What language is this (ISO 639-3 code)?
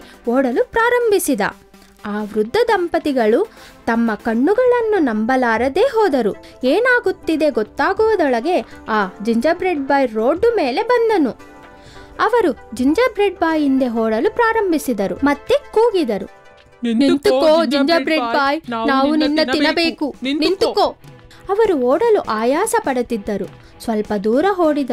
kan